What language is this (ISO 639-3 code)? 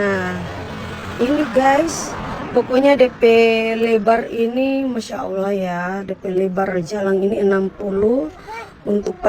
xmm